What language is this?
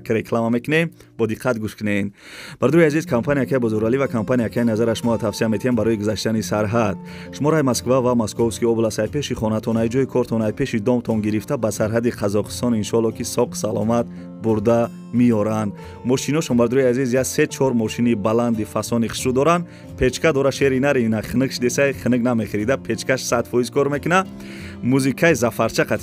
Tajik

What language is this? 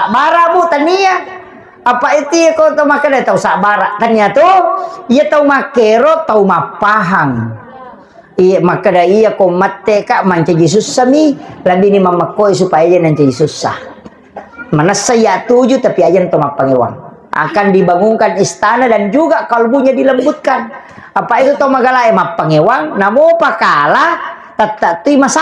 Buginese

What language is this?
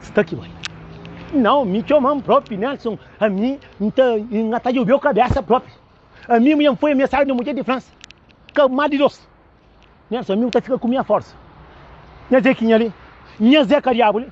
Kabuverdianu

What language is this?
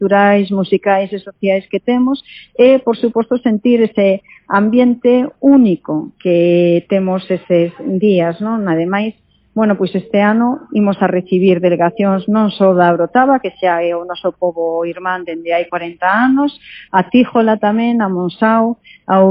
Galician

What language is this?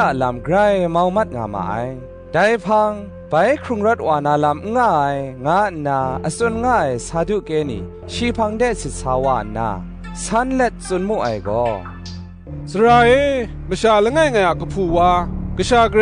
Kachin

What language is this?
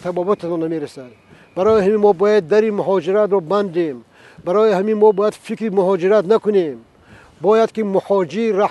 Tajik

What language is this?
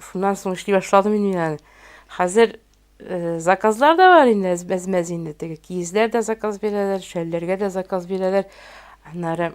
Tatar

